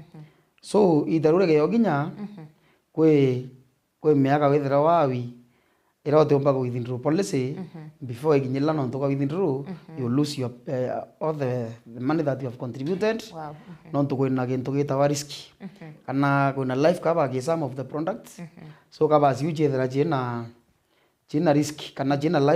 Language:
Meru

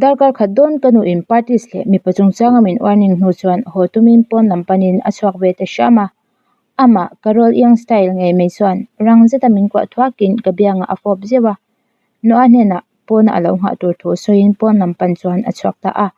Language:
Mizo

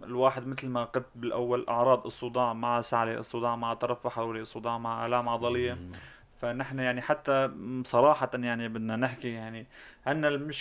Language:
North Levantine Arabic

